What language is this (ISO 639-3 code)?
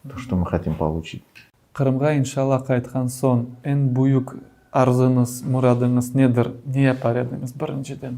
crh